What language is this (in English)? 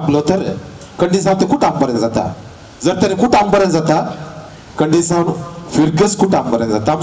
Konkani